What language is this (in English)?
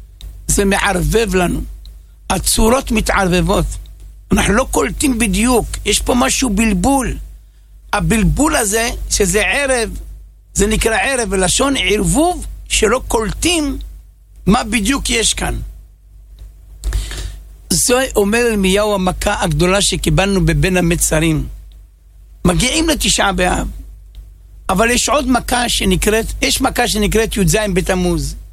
Hebrew